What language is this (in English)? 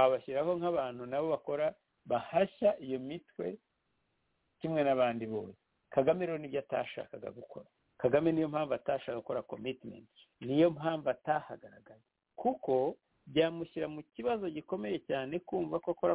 Kinyarwanda